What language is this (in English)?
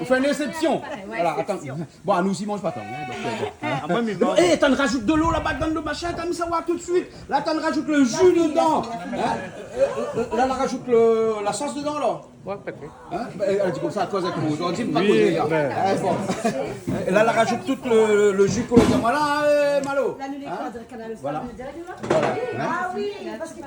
Réunion Creole French